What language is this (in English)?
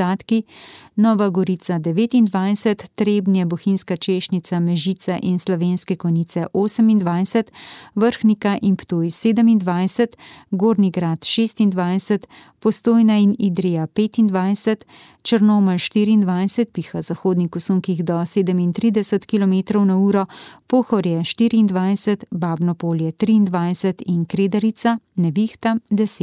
Slovenian